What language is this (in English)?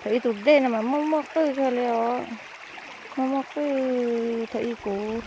Hmong